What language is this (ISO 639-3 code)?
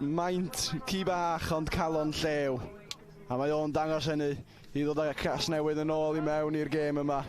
cym